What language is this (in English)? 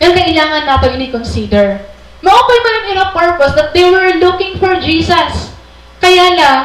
Waray